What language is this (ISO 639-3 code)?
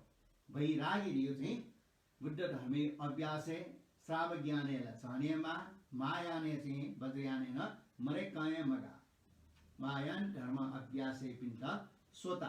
new